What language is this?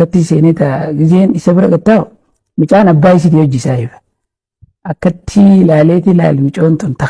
Oromo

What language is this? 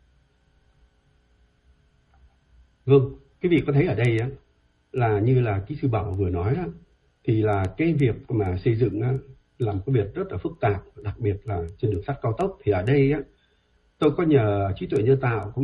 Vietnamese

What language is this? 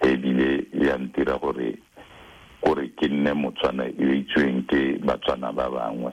Tswana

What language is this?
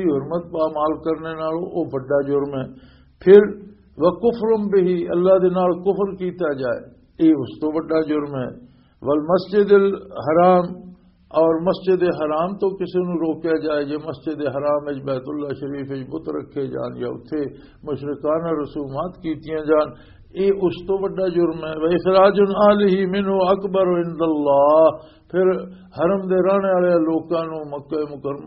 Western Panjabi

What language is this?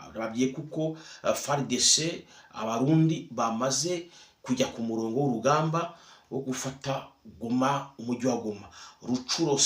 Kinyarwanda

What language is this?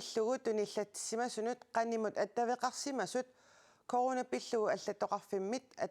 Kalaallisut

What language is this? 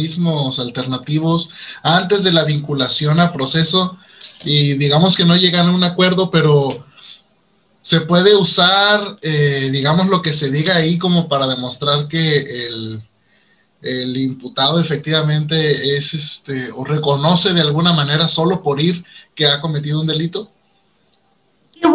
Spanish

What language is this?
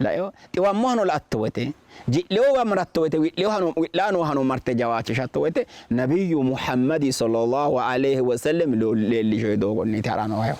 Sidamo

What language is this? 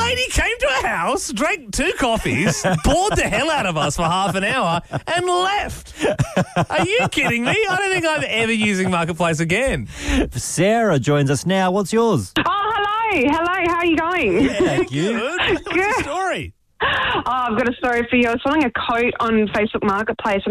English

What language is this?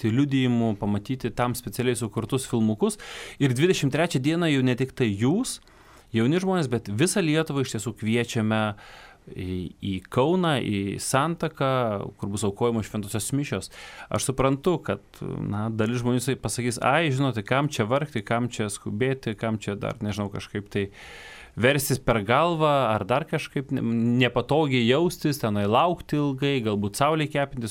Lithuanian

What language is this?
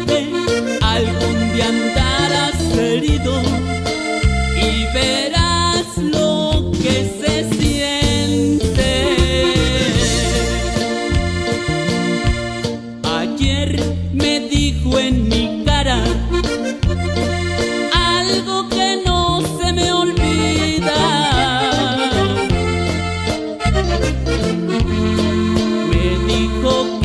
Spanish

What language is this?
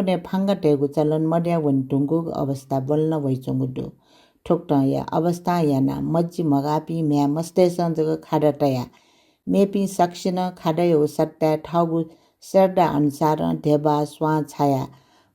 Newari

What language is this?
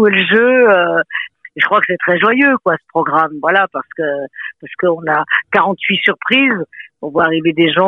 French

